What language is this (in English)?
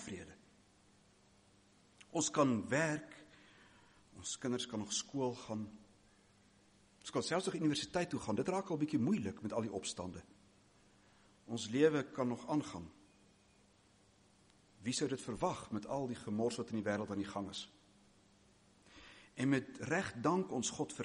Afrikaans